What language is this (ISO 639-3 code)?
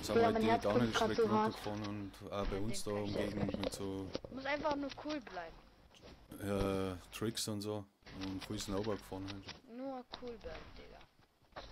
bar